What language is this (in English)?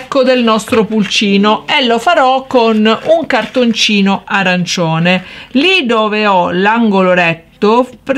Italian